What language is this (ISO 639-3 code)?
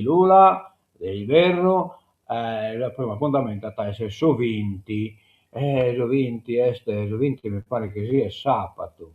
srd